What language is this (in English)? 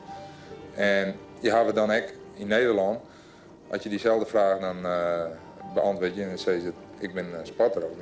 Western Frisian